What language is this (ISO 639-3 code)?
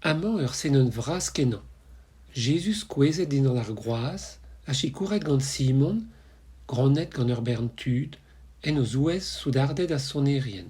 bre